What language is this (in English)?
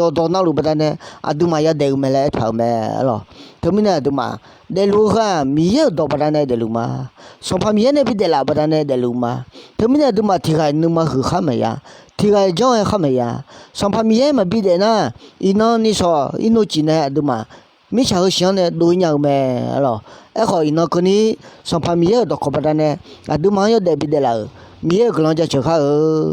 Akha